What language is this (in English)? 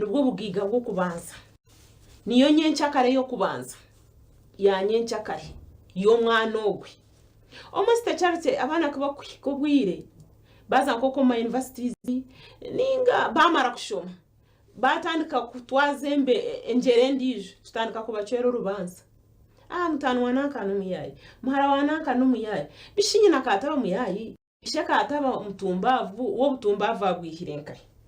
Nyankole